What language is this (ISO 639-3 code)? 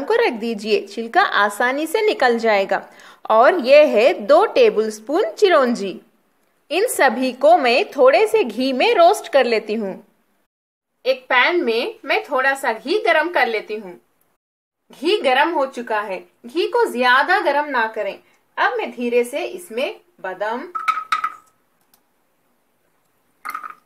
hin